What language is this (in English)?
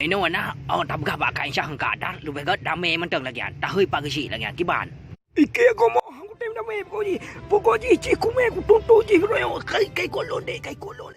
Achinese